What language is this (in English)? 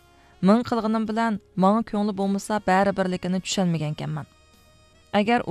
Uyghur